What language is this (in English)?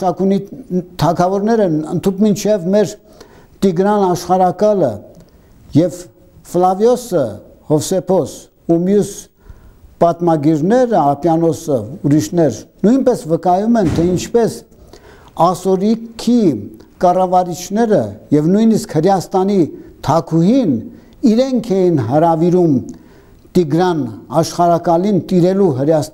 Armenian